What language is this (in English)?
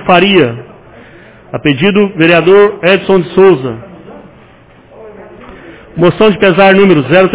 Portuguese